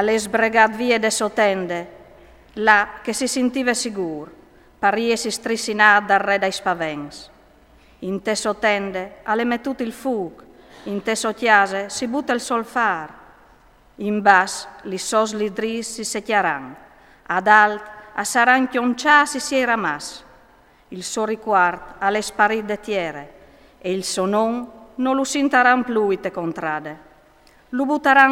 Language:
Friulian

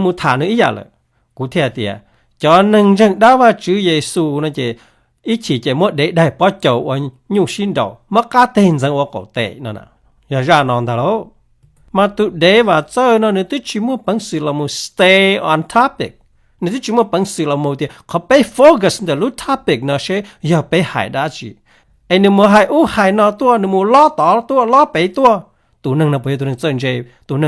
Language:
Hmong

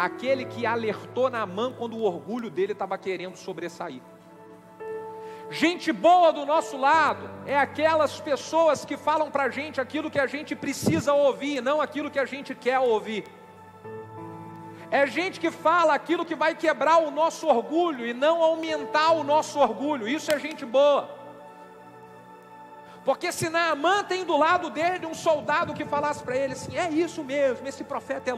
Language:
Portuguese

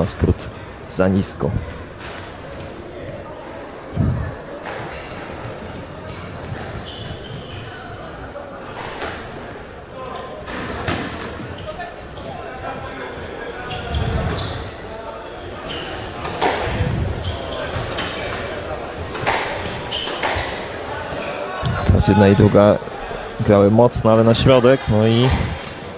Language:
Polish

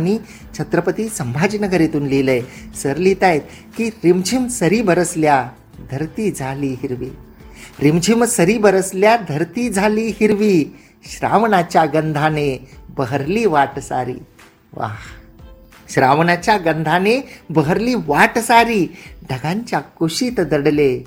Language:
Marathi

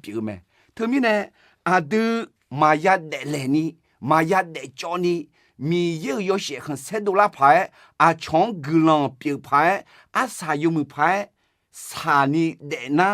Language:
Akha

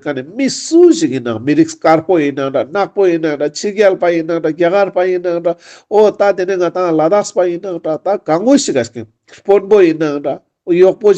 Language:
Ladakhi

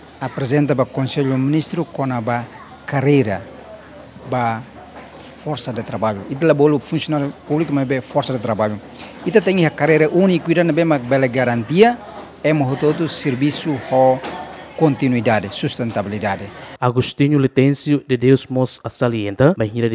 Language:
Tetum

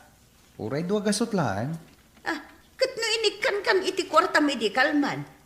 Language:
Iloko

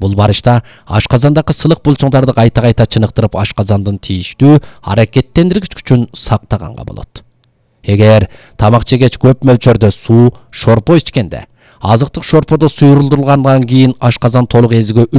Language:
Kyrgyz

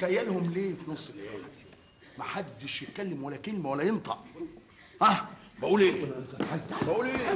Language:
Egyptian Arabic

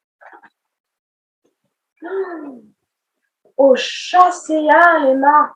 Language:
Breton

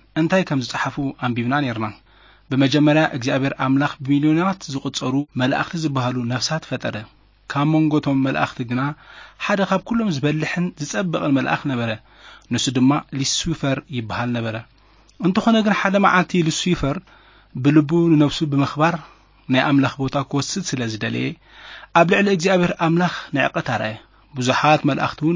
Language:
Tigrinya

